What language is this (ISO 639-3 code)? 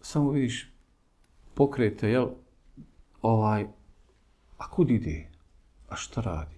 bos